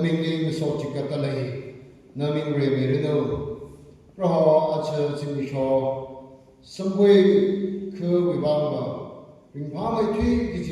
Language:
Tangkhul Naga (India)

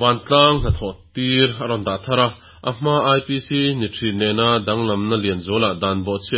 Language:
Mizo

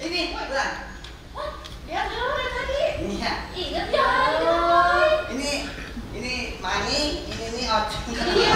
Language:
Betawi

